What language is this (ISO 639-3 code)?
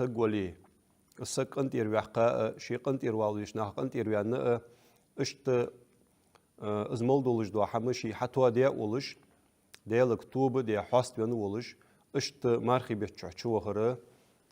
inh